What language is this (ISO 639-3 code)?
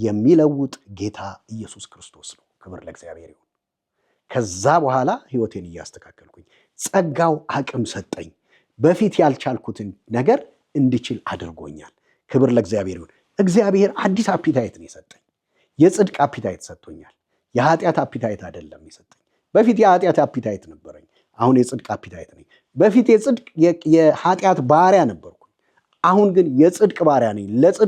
amh